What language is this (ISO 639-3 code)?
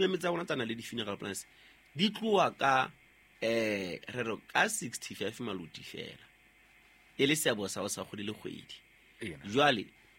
sot